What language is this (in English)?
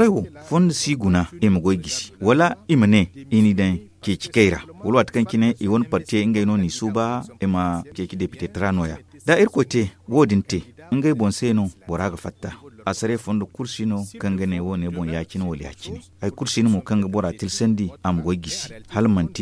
Zarma